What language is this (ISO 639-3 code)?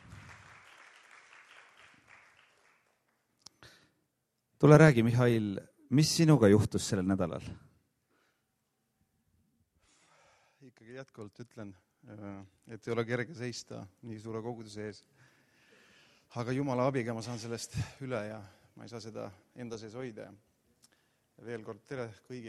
est